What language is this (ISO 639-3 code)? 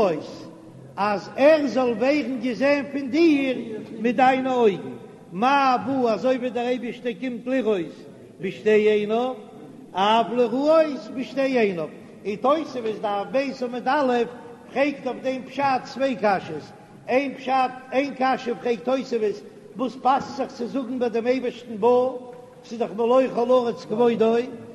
yid